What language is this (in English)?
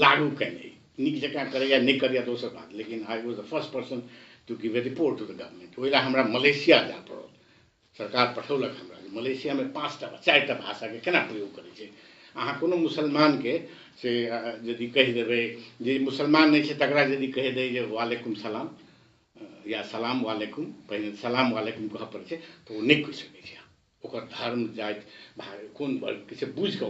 Maithili